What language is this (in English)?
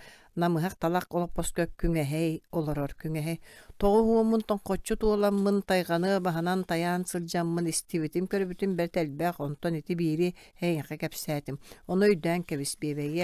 Yakut